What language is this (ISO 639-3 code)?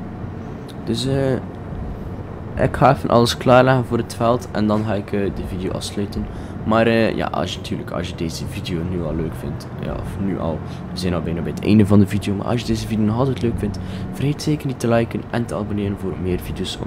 nld